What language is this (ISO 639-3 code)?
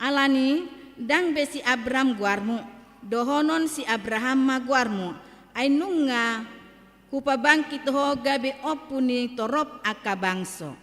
bbc